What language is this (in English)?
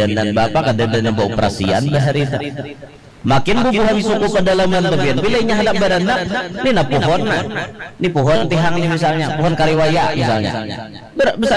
Banjar